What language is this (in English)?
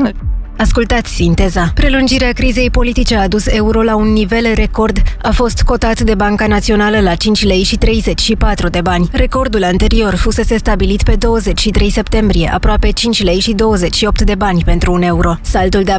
Romanian